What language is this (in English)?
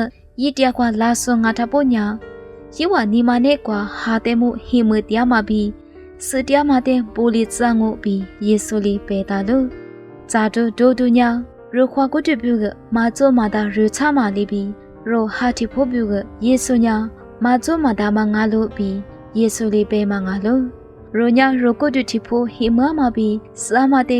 Lisu